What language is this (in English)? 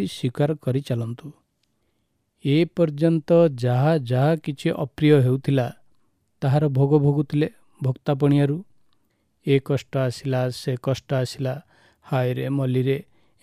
Odia